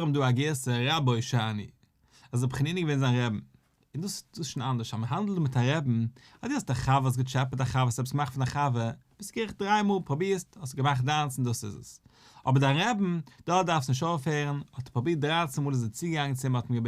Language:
Yiddish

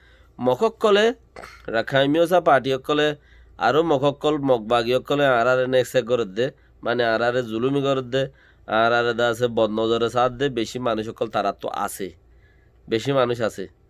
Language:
Rohingya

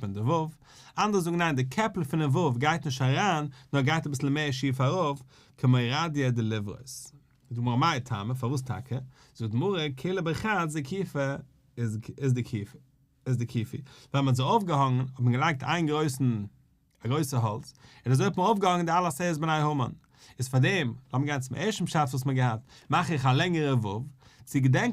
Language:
Yiddish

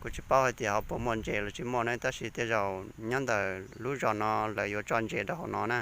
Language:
Hmong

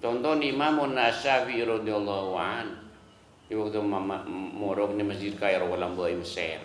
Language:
Madurese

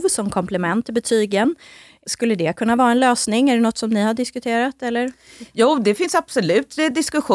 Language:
Swedish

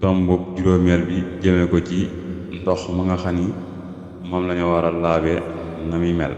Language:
Wolof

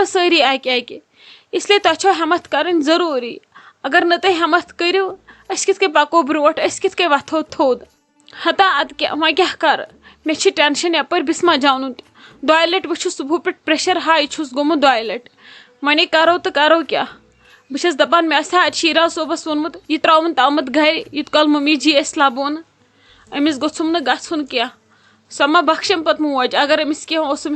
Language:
Kashmiri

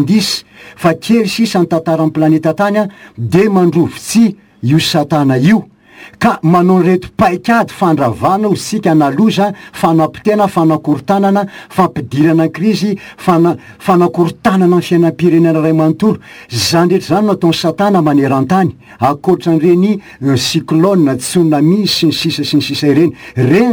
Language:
Malagasy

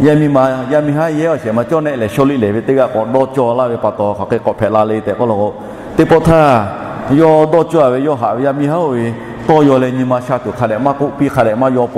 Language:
Lahu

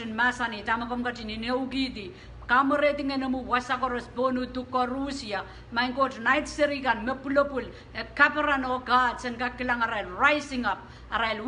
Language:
Pohnpeian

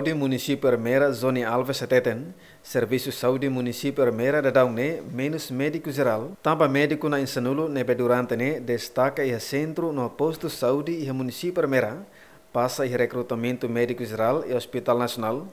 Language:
Tetum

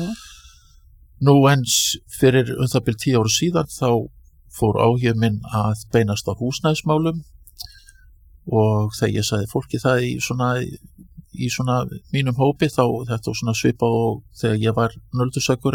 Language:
Icelandic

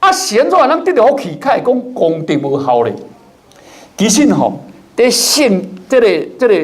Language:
Min Nan Chinese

